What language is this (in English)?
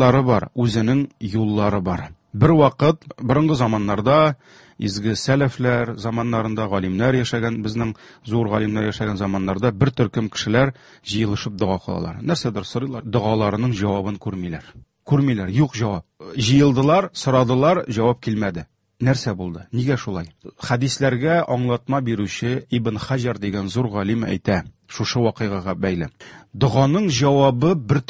Tatar